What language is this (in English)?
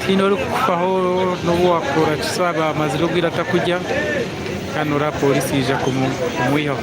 Nyankole